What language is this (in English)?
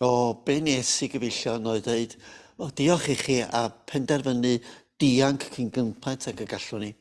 Welsh